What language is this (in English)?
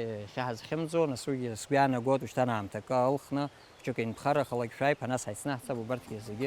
Abkhazian